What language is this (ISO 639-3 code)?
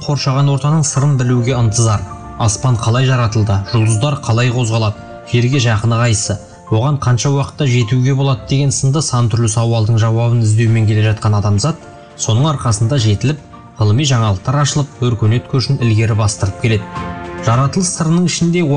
kaz